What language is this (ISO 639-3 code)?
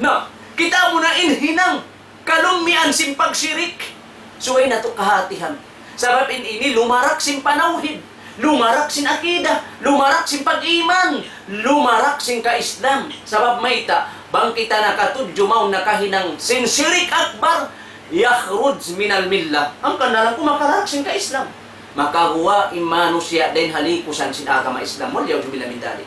tsg